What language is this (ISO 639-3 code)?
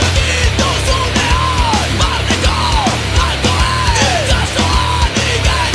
eus